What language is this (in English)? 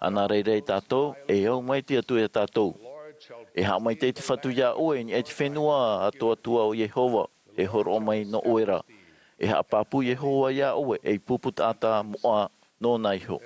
Tahitian